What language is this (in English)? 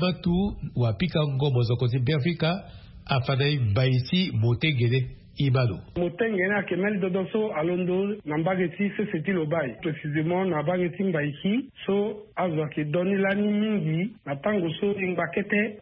Sango